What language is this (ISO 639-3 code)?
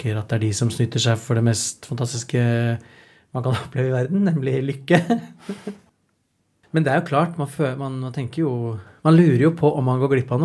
nor